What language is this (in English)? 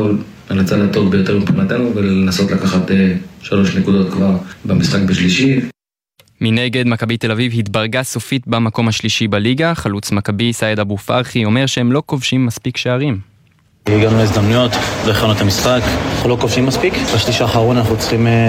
Hebrew